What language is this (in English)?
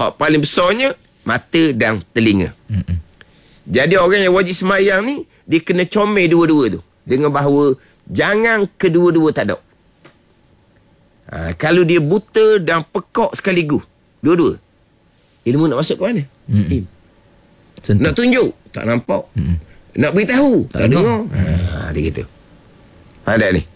Malay